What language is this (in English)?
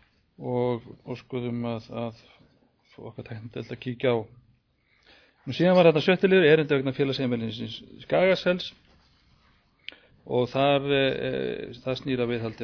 Icelandic